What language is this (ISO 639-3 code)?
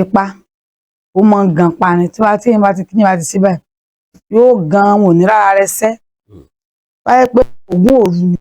yor